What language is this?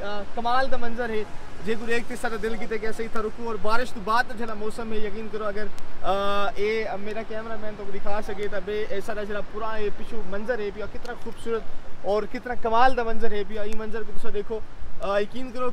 Saraiki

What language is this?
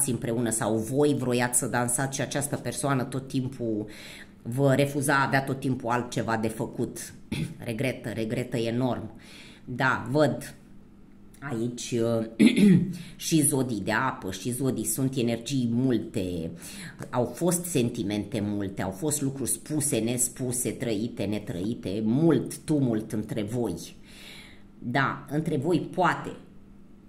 Romanian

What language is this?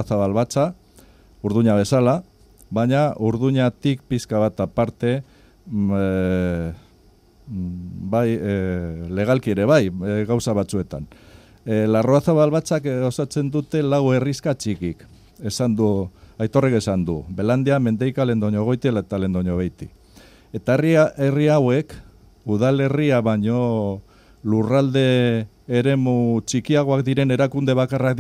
Basque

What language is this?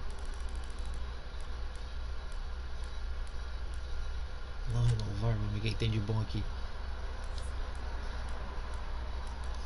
Portuguese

